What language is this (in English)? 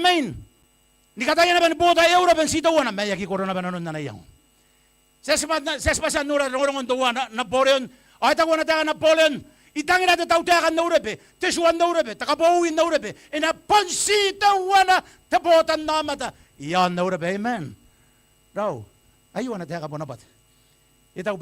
Gilbertese